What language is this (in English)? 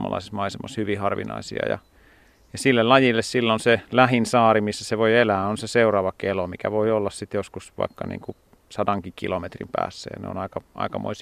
Finnish